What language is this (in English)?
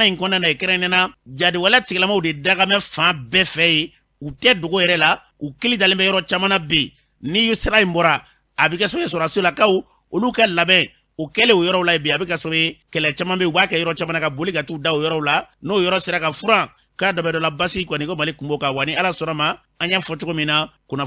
Bambara